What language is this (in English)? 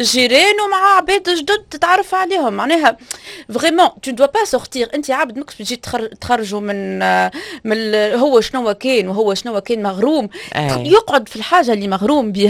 Tunisian Arabic